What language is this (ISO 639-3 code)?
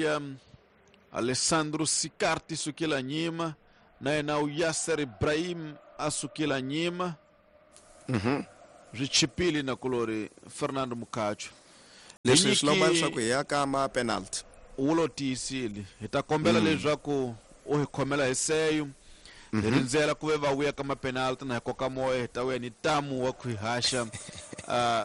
tso